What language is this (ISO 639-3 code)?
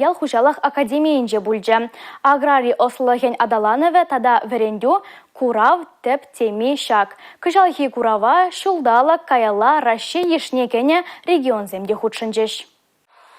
chv